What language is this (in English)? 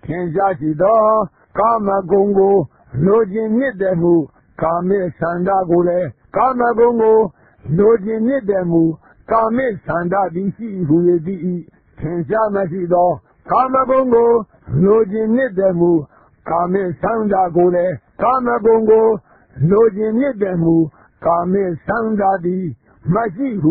Burmese